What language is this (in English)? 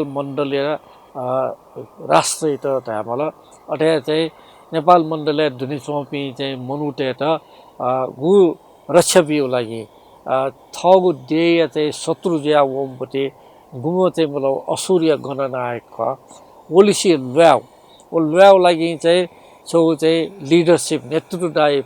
Newari